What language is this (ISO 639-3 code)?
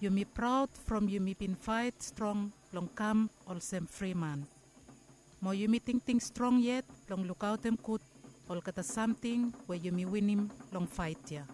bis